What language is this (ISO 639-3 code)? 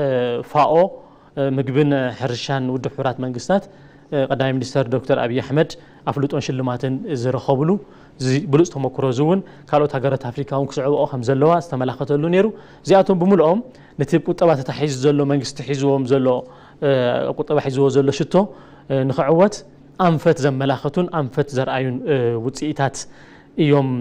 tir